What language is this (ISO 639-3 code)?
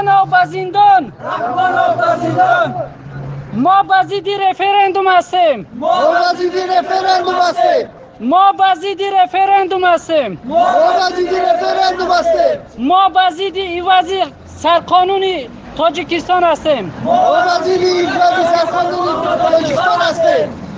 tgk